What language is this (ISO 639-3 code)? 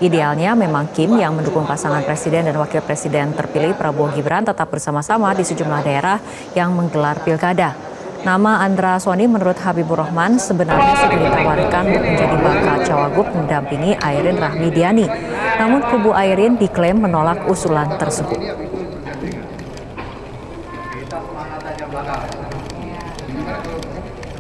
ind